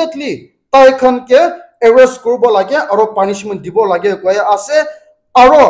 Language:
Naga Pidgin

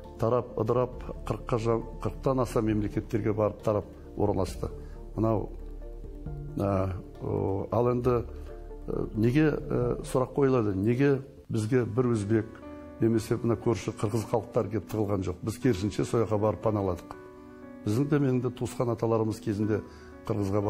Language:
Kazakh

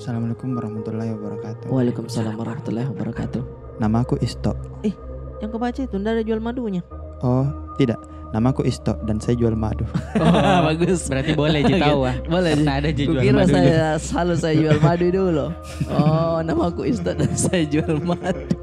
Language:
Makassar Malay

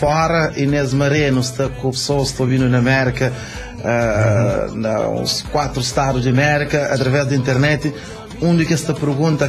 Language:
Kabuverdianu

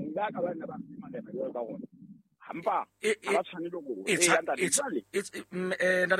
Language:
Southern Sotho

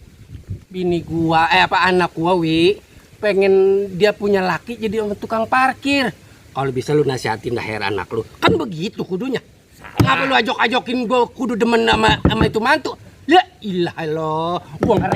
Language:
Betawi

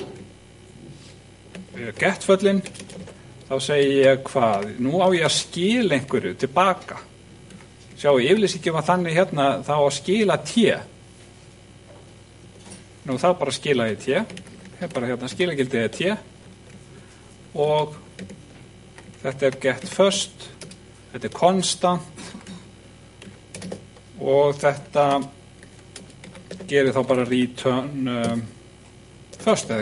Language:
Icelandic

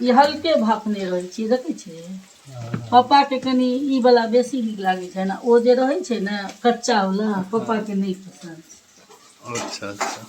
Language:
Maithili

